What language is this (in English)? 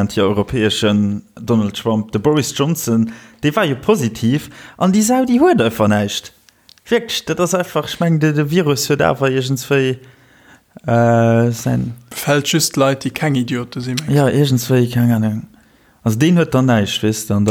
Luxembourgish